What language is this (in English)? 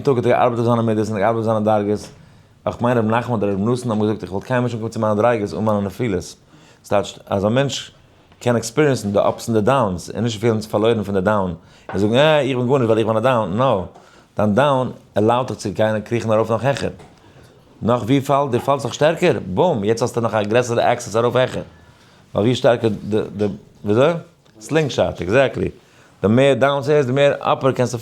Yiddish